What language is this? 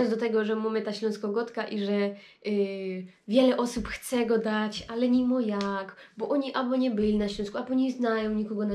Silesian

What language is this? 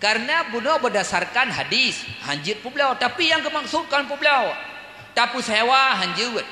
Achinese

